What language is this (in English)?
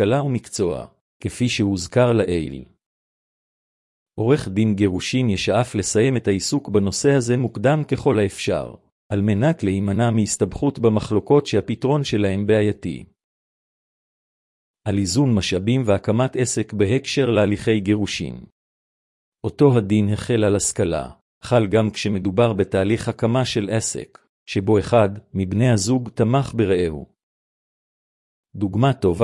Hebrew